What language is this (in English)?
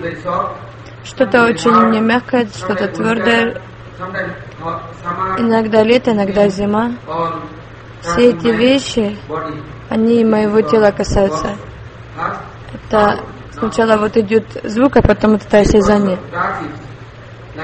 Russian